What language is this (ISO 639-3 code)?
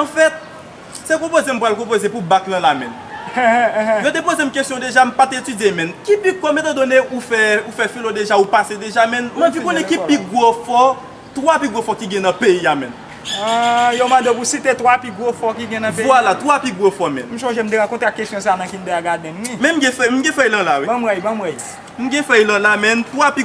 hat